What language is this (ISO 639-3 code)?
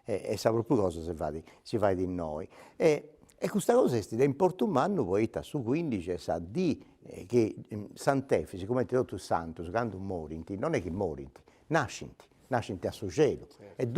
srd